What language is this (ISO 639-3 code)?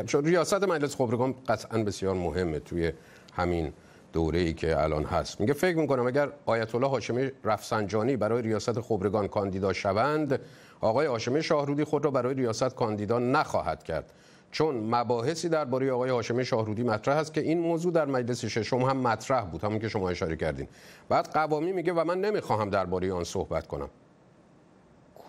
fas